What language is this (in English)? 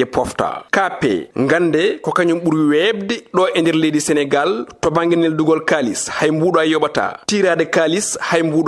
Fula